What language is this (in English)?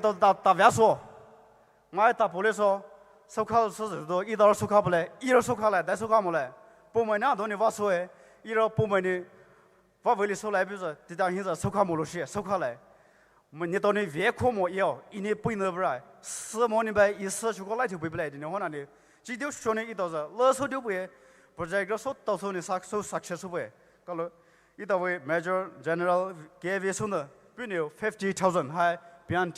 Poumei Naga